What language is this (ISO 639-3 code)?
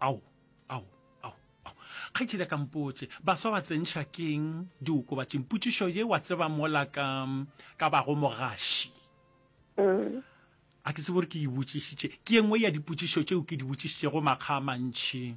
nso